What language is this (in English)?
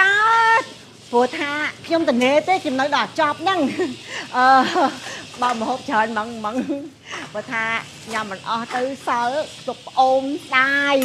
Khmer